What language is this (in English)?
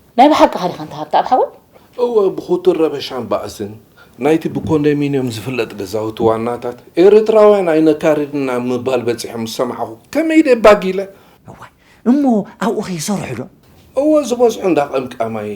Tigrinya